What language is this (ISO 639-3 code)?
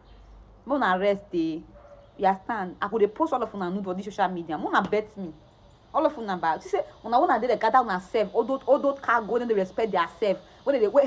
pcm